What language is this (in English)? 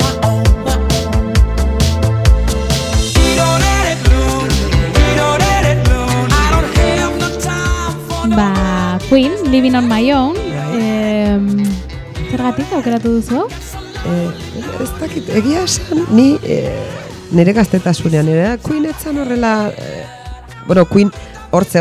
Basque